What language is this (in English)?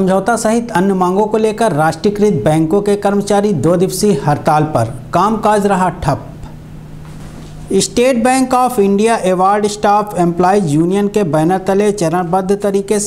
Hindi